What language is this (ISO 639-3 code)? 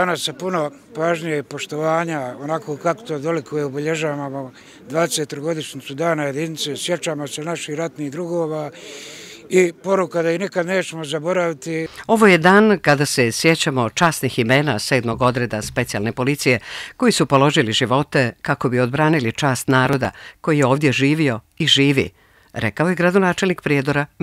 hrv